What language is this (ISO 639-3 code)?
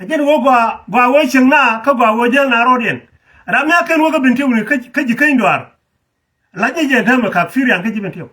nus